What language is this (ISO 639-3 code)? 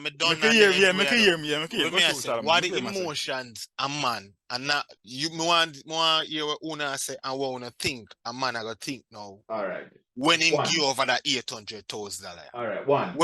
jam